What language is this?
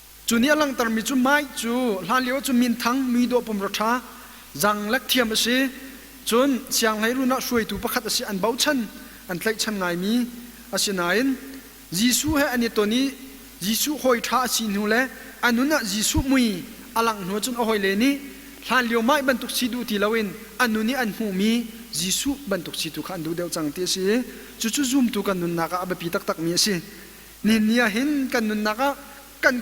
Hakha Chin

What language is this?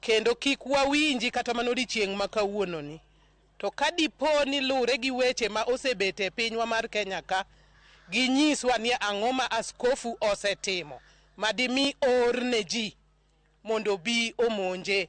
Luo (Kenya and Tanzania)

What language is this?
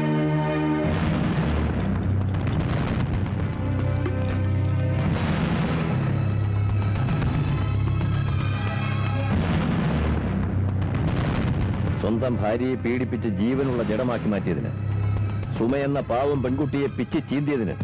Malayalam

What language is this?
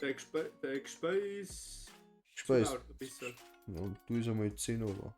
Bavarian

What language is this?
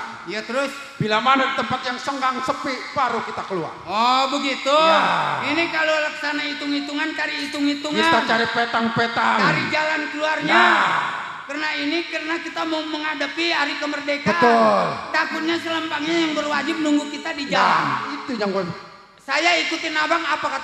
Betawi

